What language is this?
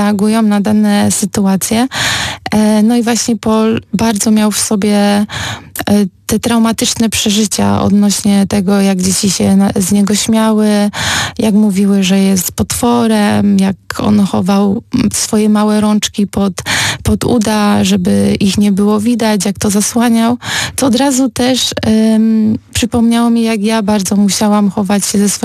Polish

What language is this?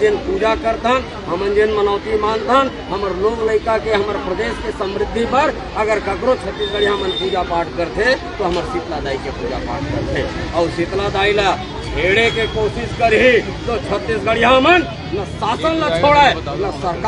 Chhattisgarhi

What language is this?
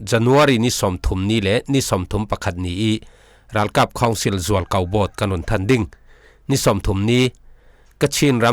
Falam Chin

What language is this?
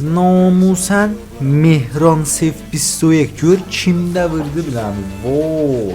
South Azerbaijani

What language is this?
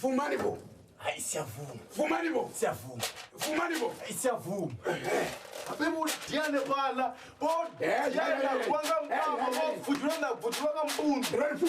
Venda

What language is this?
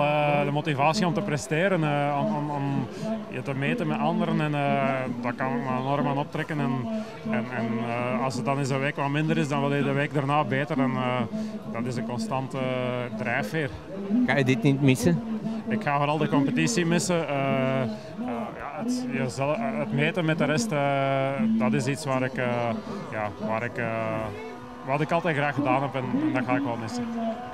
Dutch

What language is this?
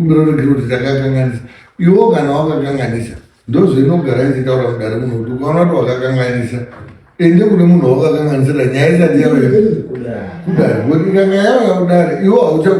Shona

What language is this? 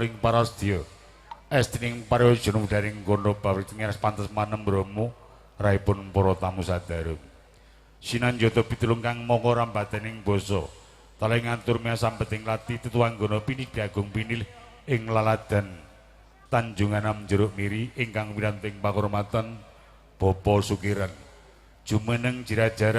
Javanese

